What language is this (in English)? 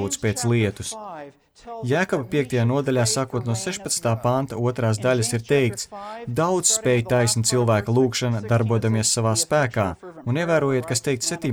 Latvian